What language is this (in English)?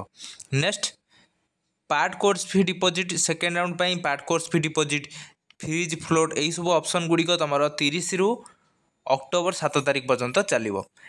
Odia